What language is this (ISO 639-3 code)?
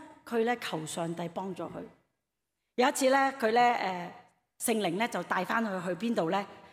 yue